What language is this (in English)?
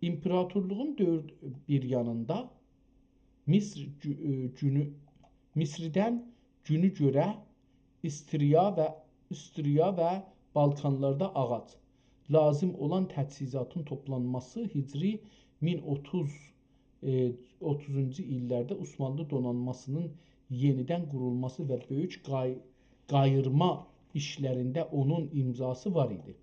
South Azerbaijani